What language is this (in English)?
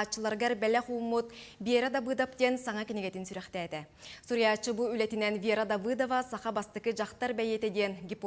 Yakut